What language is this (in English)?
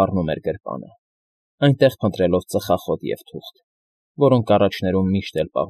Armenian